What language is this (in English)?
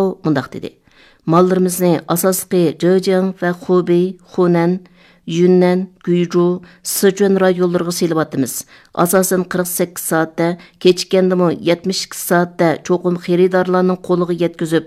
Uyghur